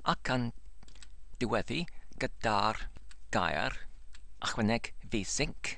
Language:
Welsh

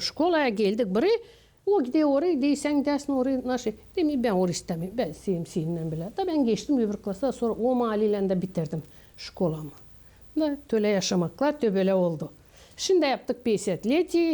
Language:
Gagauz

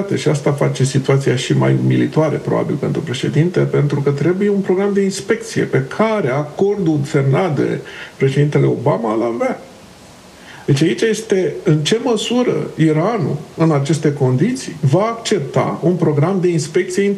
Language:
Romanian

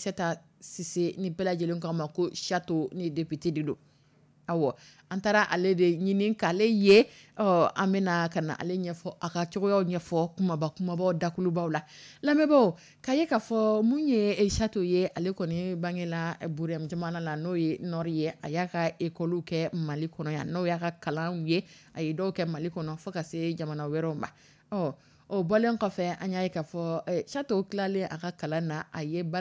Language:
Dyula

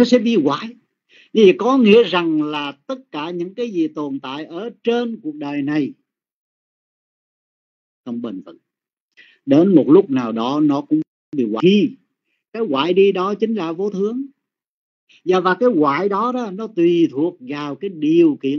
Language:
Vietnamese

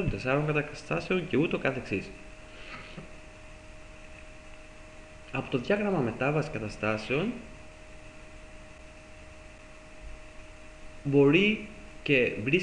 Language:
Greek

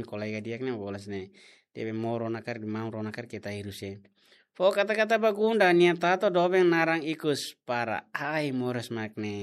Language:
Tetum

